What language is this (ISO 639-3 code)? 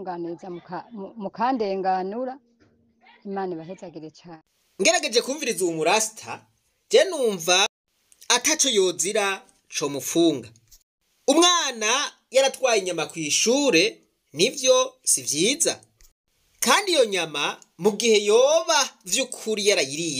run